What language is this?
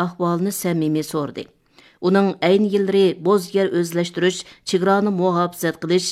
Uyghur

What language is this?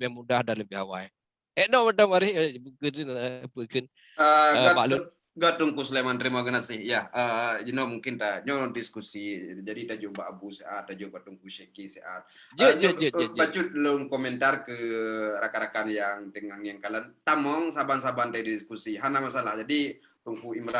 Achinese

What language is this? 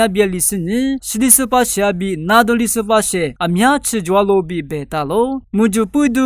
Lisu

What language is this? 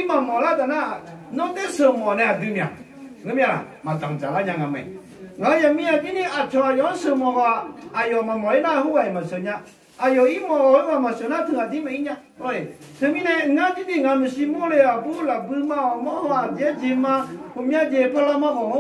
Akha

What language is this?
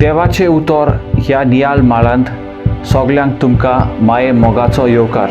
Konkani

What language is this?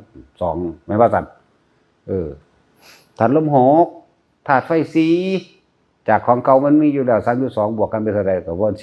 Northeastern Thai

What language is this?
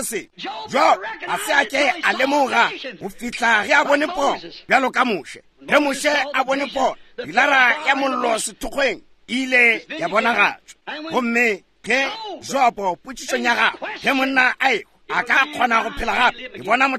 Northern Sotho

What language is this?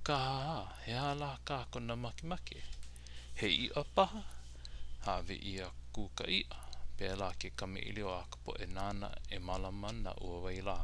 Hawaiian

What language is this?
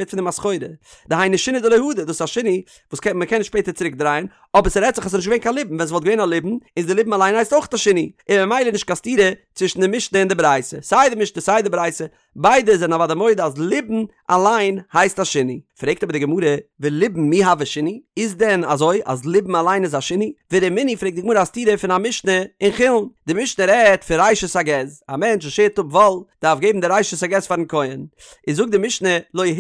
Yiddish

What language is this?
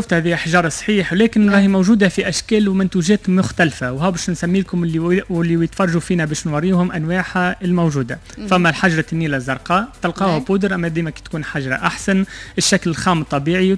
Tunisian Arabic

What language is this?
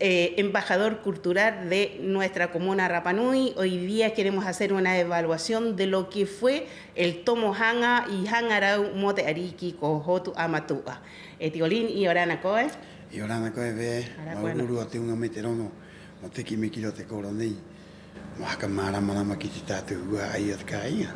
Rapanui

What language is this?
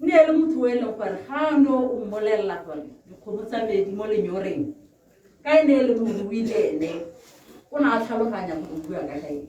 Tswana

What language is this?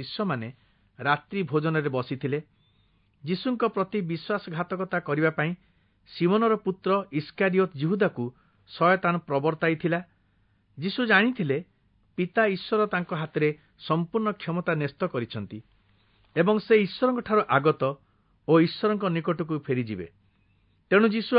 Odia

